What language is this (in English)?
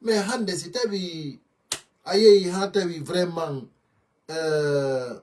Fula